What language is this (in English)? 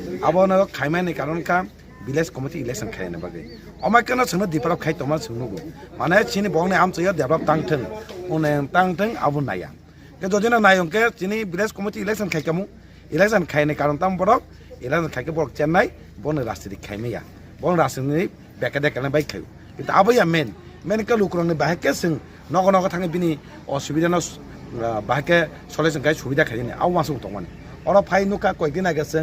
Kok Borok